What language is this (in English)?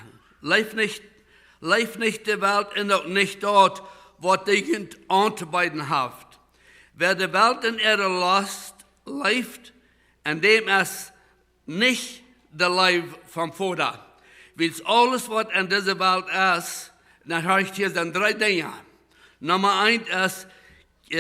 Plautdietsch